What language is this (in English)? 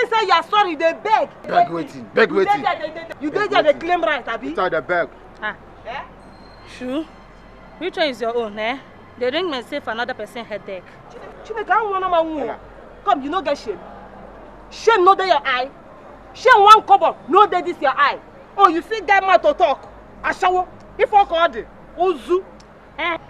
Nigerian Pidgin